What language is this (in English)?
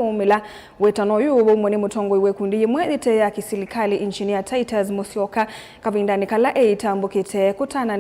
Kamba